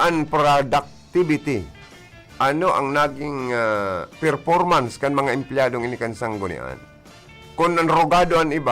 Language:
Bikol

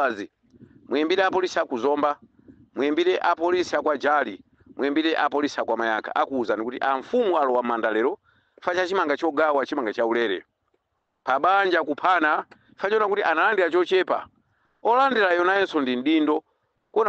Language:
Nyanja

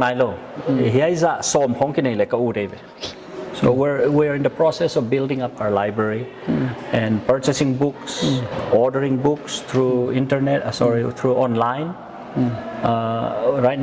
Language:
Paite Chin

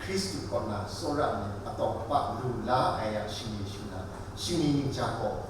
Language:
Kachin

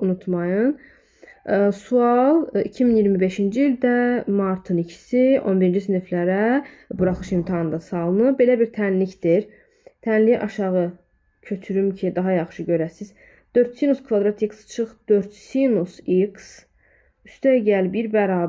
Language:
Azerbaijani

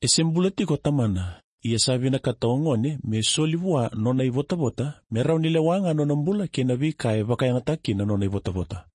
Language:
Fijian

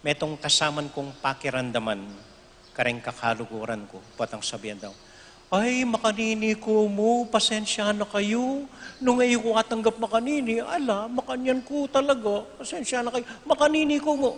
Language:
Pampanga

